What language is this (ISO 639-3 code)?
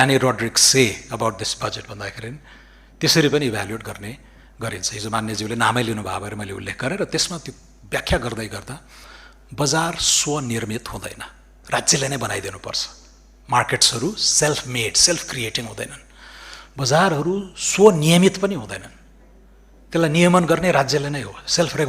nep